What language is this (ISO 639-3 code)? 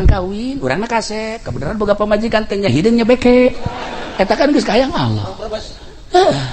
sun